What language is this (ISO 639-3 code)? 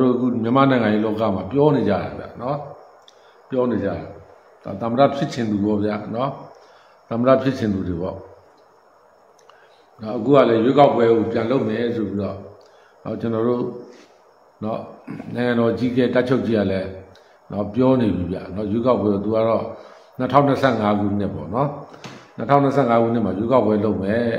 mya